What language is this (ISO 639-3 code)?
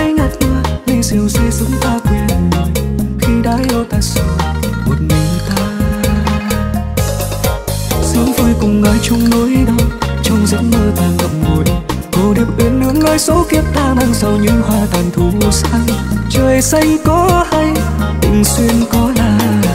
vie